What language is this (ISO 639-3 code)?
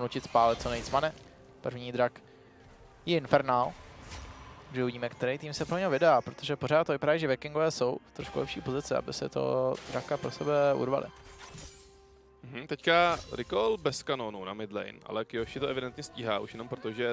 ces